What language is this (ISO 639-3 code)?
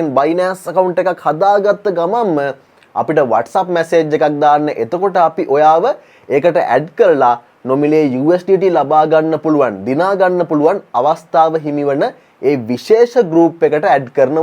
sin